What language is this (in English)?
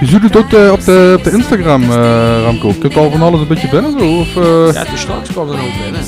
Limburgish